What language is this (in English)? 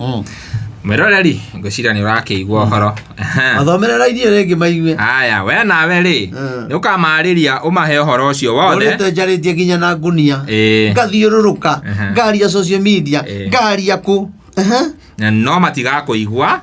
Kikuyu